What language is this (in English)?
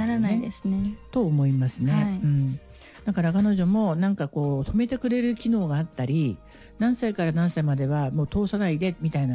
Japanese